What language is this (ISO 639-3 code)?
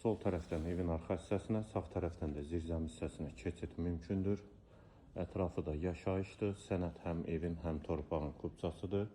aze